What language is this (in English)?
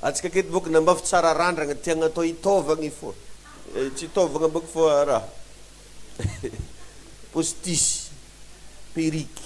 Malagasy